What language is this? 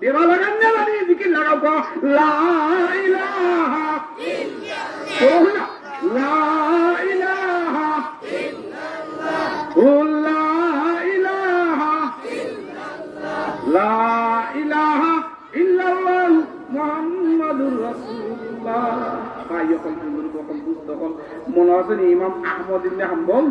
Sylheti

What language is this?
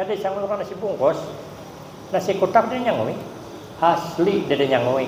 Banjar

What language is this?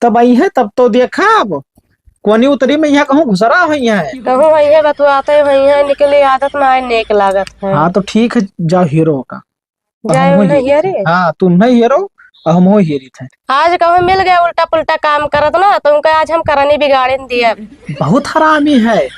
Awadhi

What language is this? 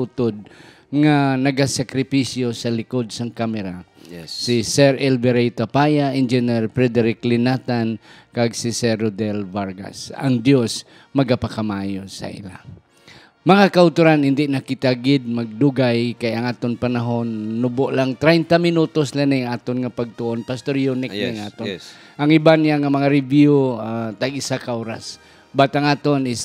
Hiligaynon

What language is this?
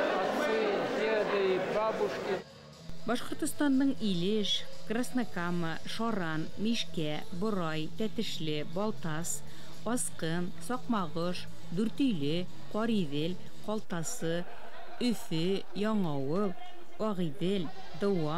Bashkir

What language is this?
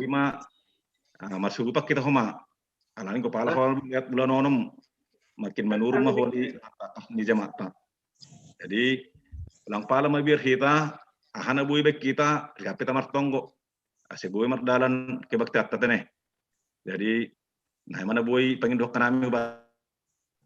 Batak Simalungun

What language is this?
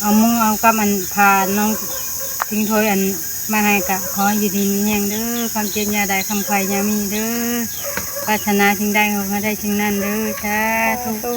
Northeastern Thai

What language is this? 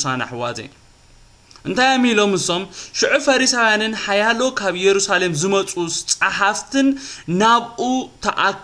Tigrinya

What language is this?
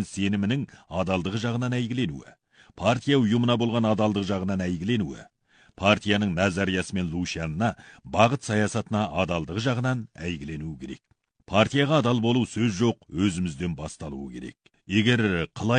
Kazakh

